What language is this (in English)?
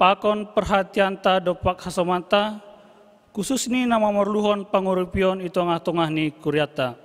Batak Simalungun